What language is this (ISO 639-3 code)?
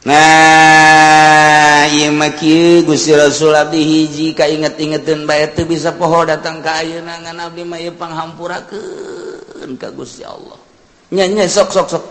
sun